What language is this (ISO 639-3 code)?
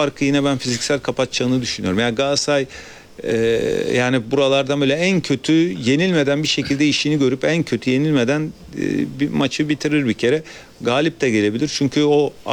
tur